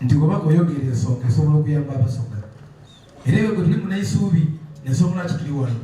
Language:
Soga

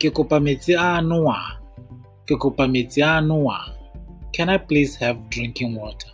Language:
Tswana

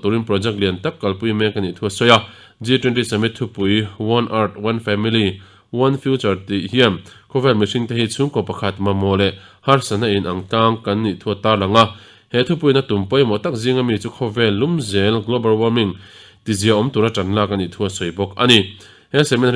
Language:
Mizo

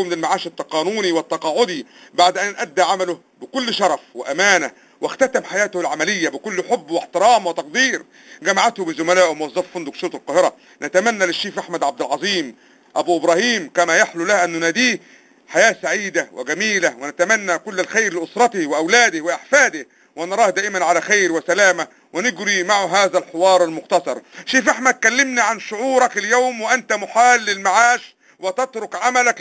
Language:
Egyptian Arabic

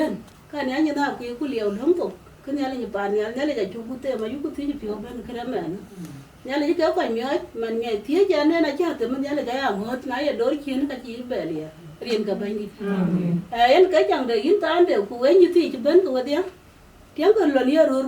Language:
Dinka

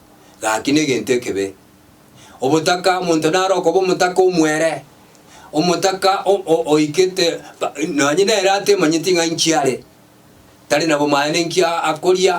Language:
Gusii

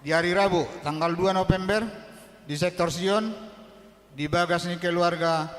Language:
Batak Toba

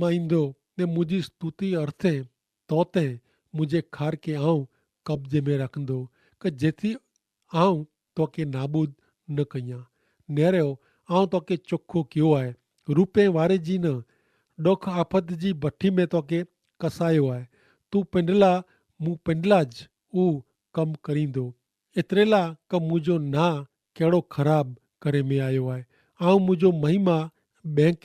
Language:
Kachhi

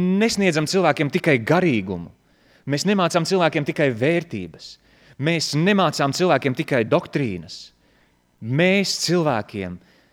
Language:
Latvian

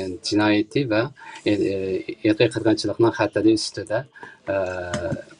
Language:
Uyghur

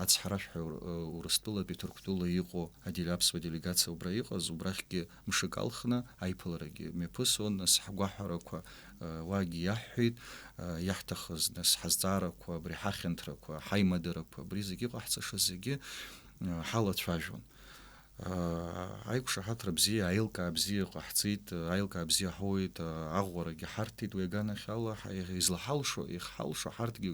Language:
Abkhazian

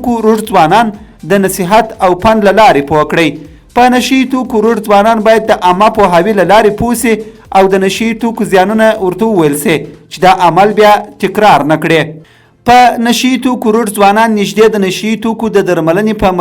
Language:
Pashto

